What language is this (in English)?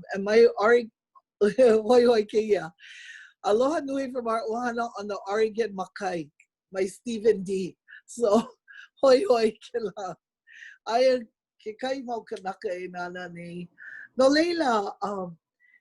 Hawaiian